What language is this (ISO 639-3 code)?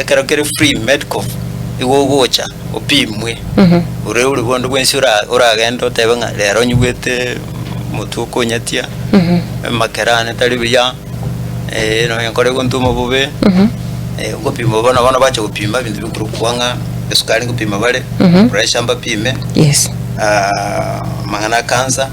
guz